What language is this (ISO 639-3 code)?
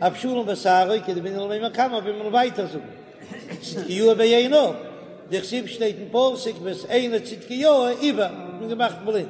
yid